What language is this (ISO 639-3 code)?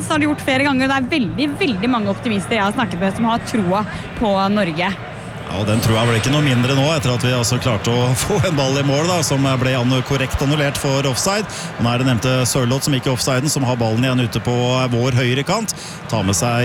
nor